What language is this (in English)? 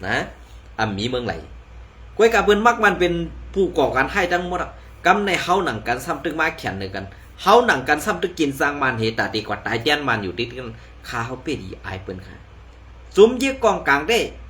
Shan